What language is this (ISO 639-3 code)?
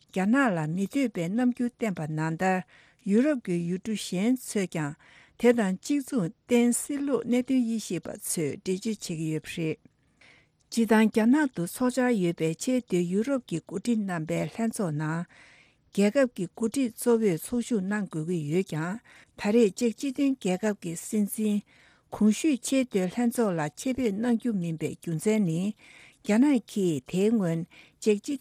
bod